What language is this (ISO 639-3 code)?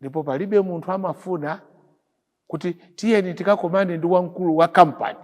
nya